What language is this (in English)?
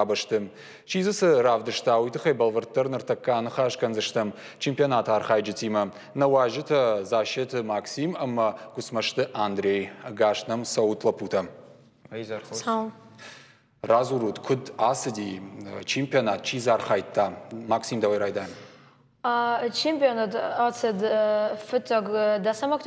Ossetic